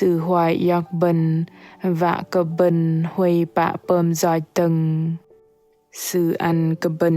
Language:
Bahnar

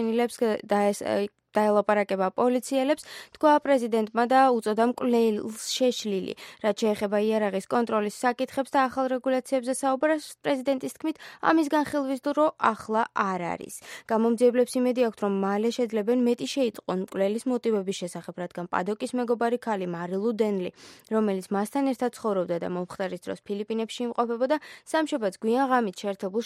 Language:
Georgian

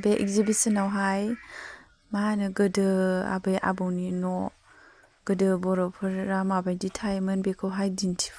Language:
Bodo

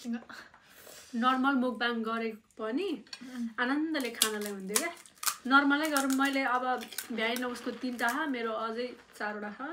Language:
Nepali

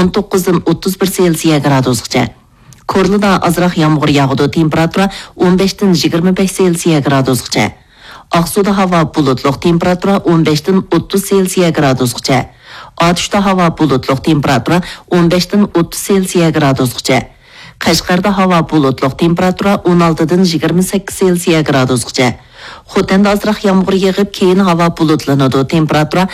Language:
Uyghur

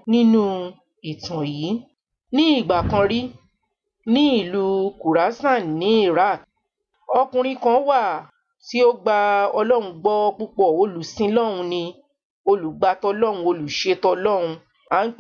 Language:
Yoruba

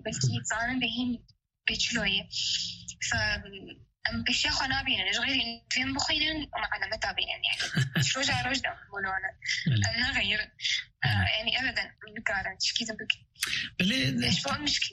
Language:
Kurdish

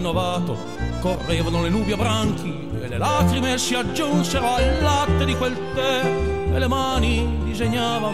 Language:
Italian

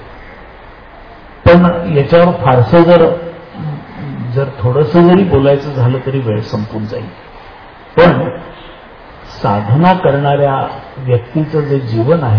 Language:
Marathi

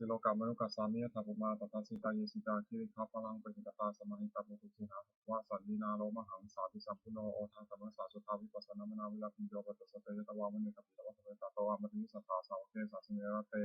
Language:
Pali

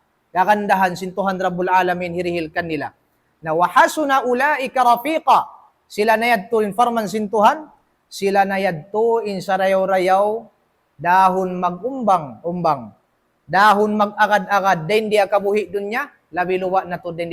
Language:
Tausug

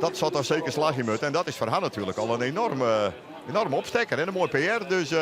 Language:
Western Frisian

